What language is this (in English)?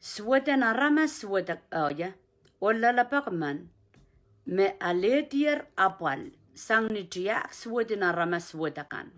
Pohnpeian